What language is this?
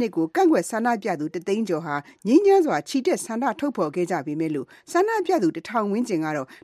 Burmese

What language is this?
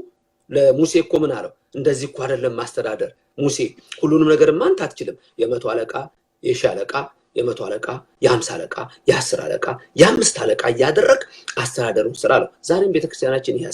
Amharic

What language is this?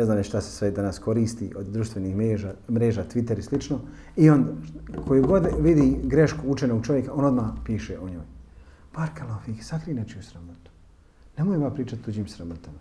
Bosnian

